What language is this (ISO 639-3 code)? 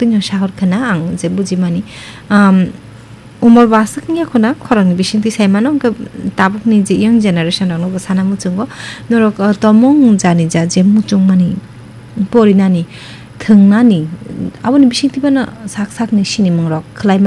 trp